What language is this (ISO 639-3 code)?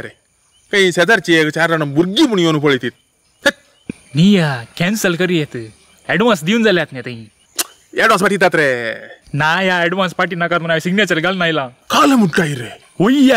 kok